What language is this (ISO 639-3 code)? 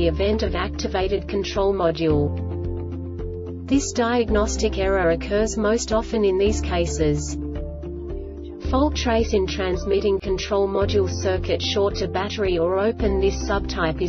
eng